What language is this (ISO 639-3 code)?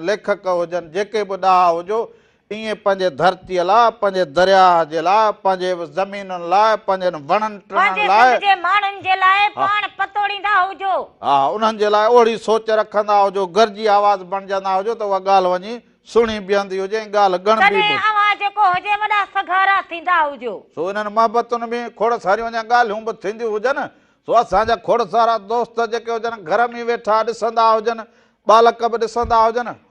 snd